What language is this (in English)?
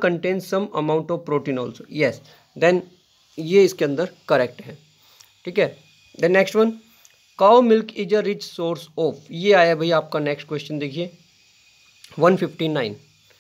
Hindi